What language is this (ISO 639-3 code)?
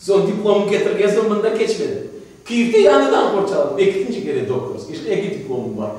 crh